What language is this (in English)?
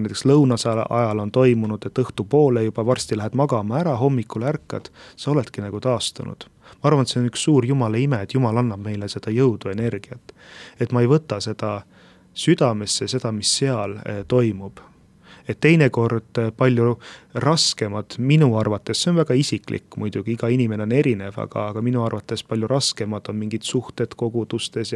Estonian